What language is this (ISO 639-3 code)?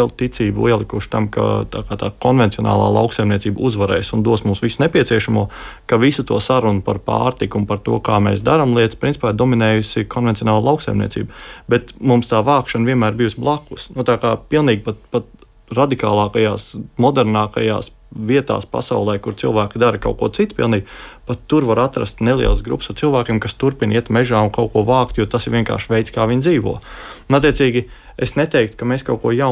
lav